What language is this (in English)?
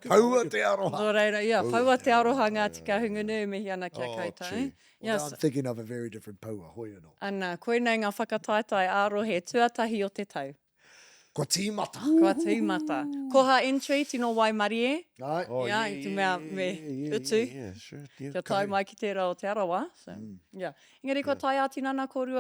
Māori